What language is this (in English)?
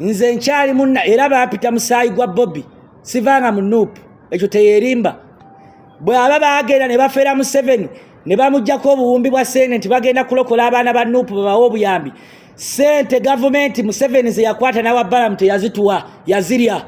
Ganda